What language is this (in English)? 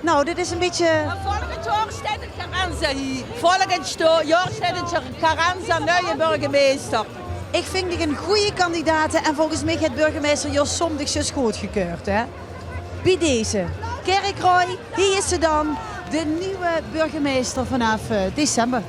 Limburgish